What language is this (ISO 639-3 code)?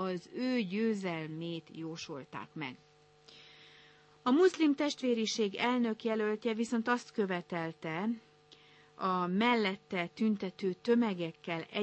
hun